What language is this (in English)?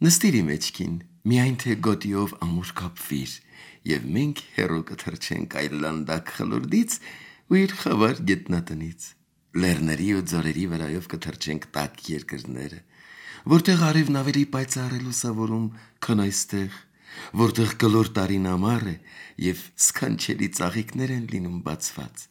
Armenian